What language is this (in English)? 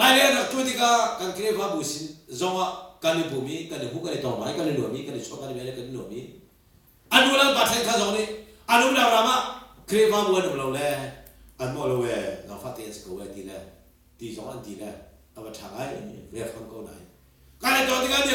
Hakha Chin